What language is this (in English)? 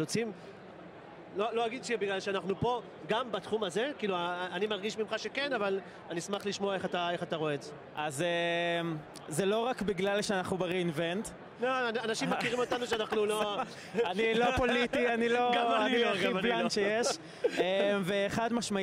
Hebrew